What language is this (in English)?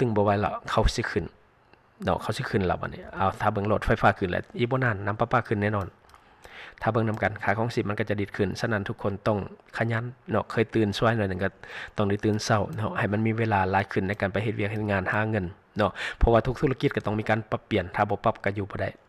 Lao